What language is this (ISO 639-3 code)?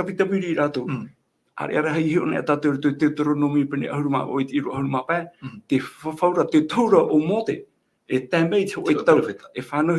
tah